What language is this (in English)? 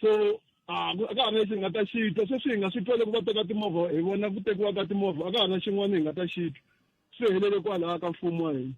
Tsonga